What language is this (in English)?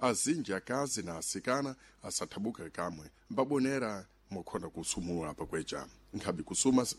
Sena